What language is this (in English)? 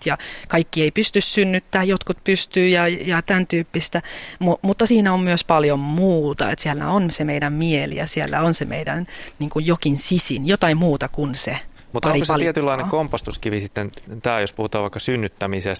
Finnish